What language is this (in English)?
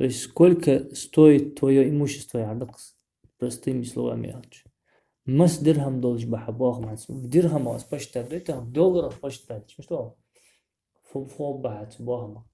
Ingush